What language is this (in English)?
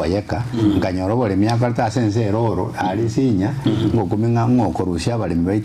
Gusii